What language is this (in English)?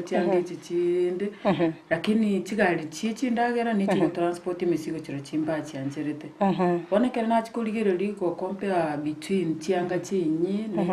Gusii